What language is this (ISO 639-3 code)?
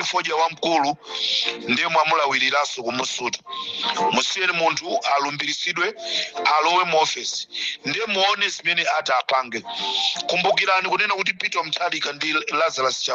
nya